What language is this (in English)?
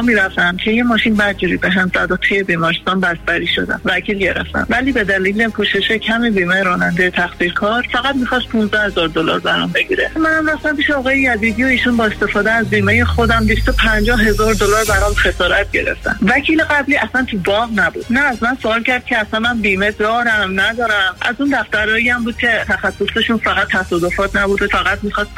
Persian